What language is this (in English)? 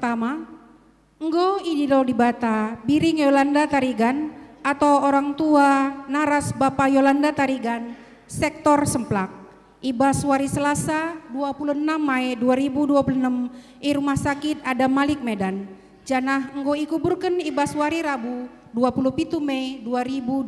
Batak Karo